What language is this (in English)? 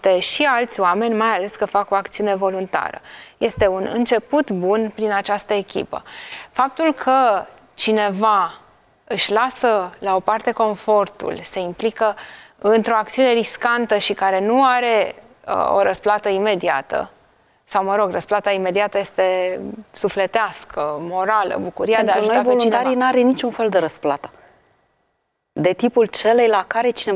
Romanian